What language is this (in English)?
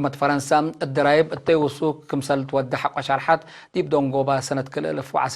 Tigre